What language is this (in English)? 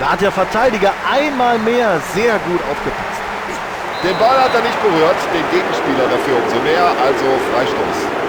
Bavarian